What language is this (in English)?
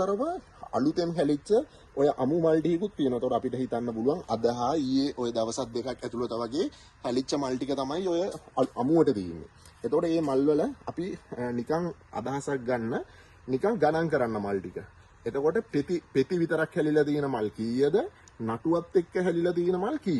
Sinhala